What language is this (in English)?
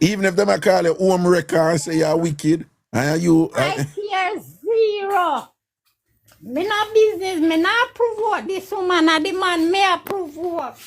Jamaican Creole English